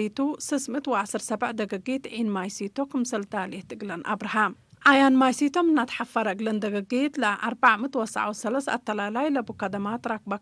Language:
Tigre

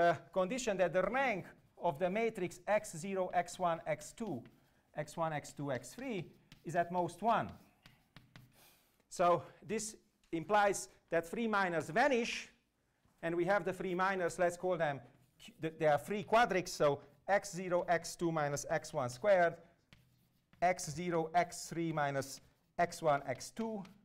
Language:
English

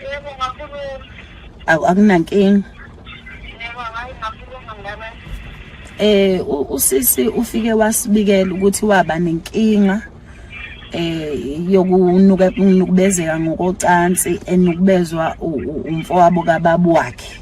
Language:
Zulu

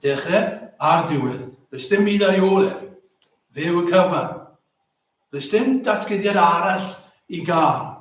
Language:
Welsh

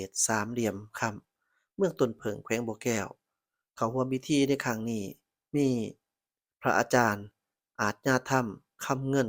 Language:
Lao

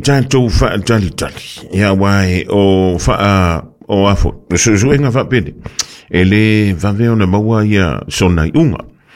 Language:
Samoan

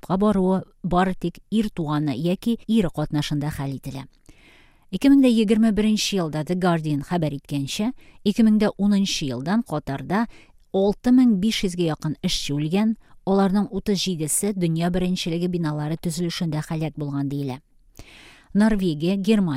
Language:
Tatar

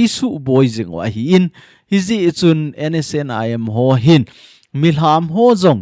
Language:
Thado Chin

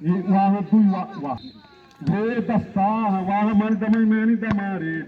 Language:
Xavánte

